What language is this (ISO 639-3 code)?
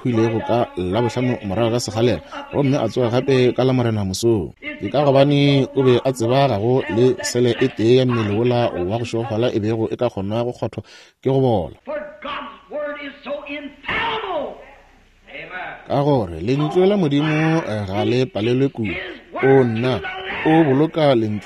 nso